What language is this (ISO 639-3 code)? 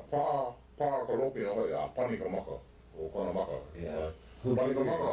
haw